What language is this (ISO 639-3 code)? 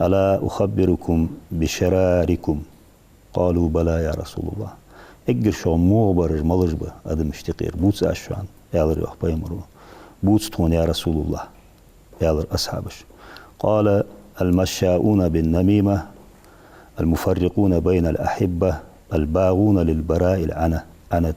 inh